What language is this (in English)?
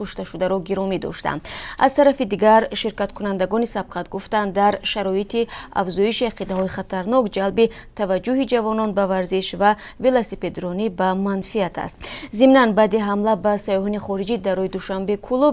Tajik